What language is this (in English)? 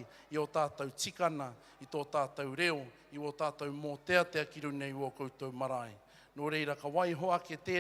Māori